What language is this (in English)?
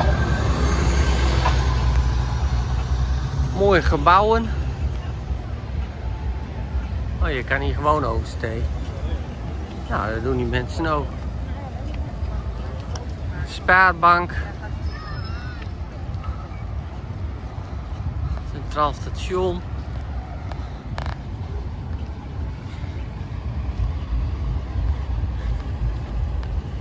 Dutch